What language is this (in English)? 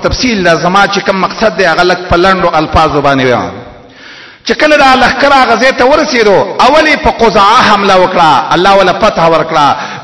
Pashto